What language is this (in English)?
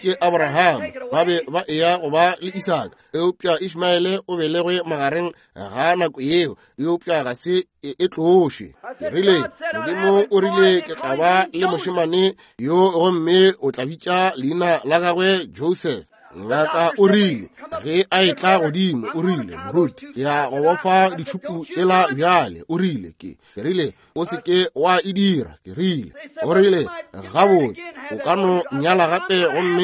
Northern Sotho